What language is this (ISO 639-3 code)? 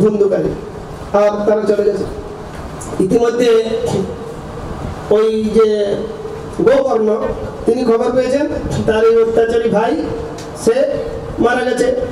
ben